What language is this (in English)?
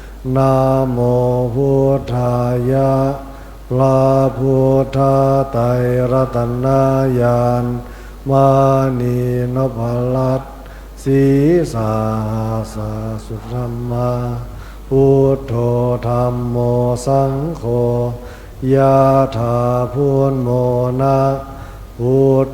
Pali